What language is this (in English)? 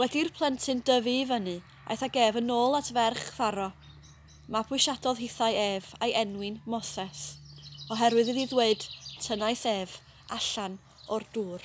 Welsh